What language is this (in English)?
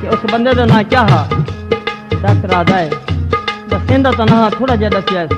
Saraiki